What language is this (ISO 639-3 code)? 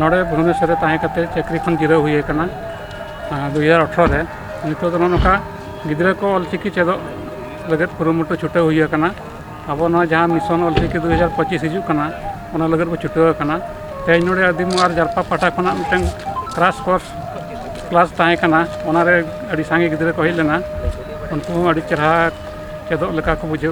sat